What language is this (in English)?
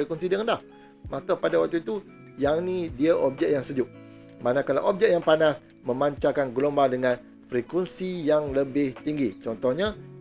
Malay